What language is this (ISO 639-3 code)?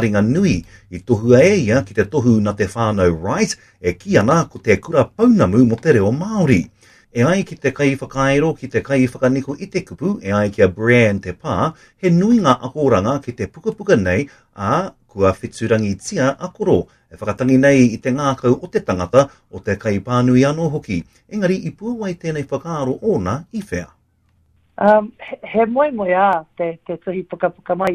mri